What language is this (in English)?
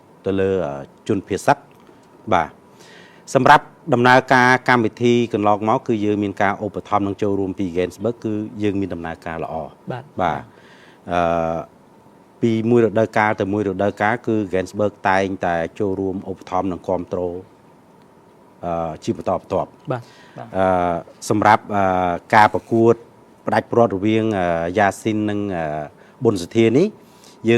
Khmer